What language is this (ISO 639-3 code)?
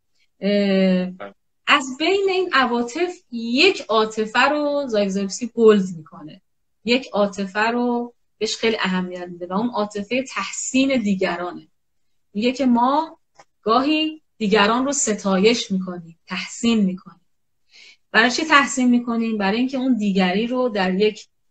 fas